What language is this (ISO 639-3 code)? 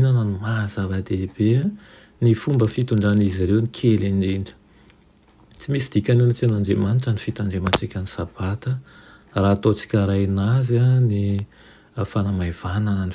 mlg